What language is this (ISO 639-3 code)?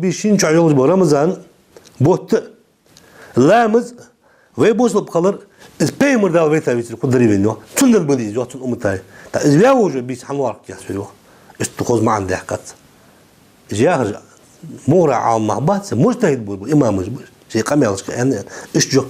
inh